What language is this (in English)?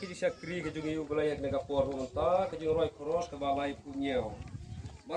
Khasi